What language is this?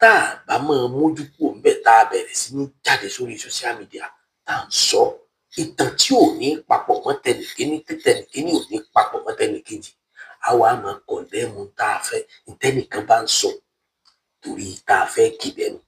Yoruba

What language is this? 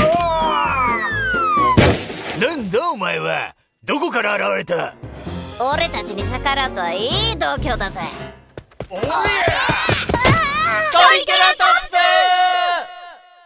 Japanese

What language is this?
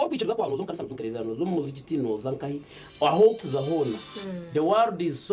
Nyankole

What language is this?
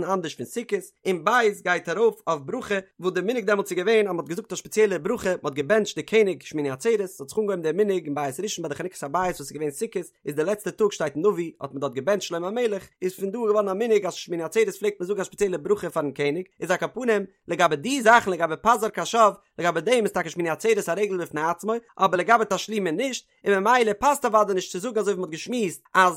Yiddish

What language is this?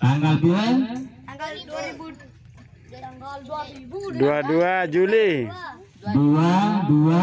Sasak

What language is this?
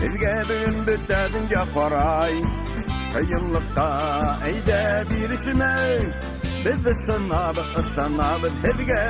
Bashkir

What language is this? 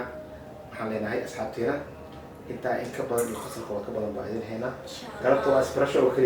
Somali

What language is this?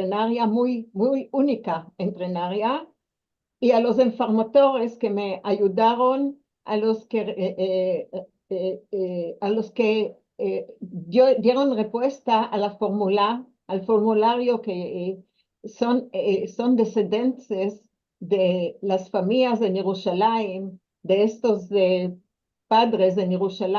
Ladino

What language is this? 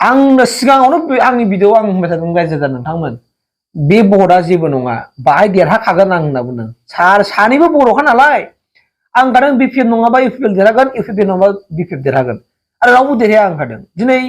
Bodo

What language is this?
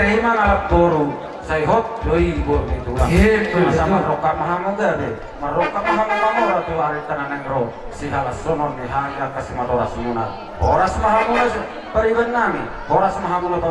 Batak Toba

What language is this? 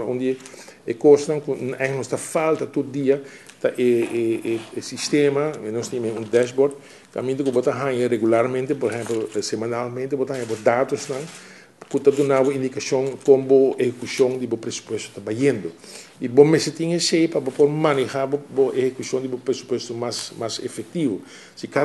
Papiamento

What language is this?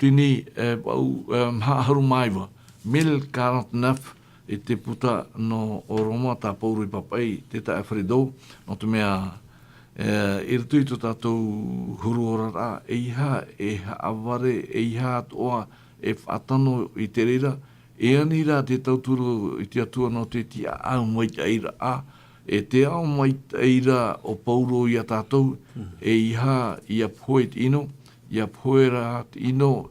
Tahitian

